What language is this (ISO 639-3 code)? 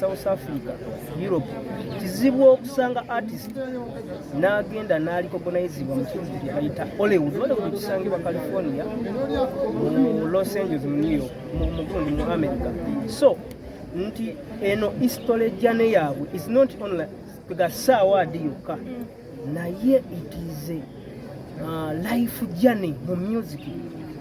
lug